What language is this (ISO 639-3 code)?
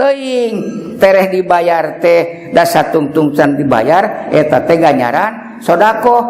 sun